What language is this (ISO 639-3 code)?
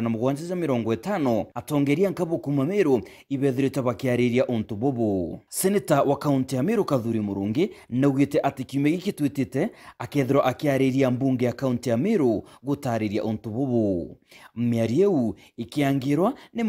mer